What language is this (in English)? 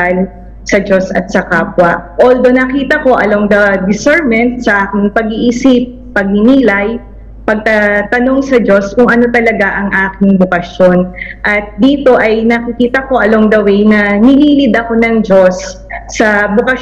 Filipino